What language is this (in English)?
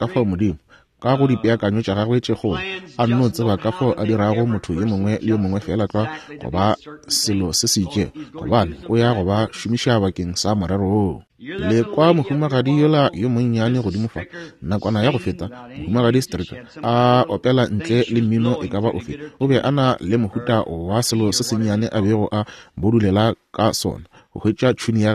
Northern Sotho